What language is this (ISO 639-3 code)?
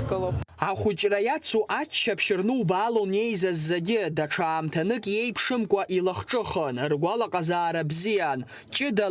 abk